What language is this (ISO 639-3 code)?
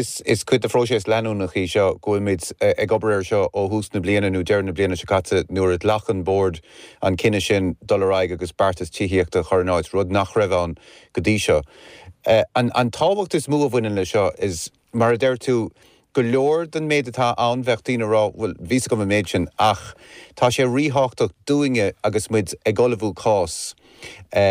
gle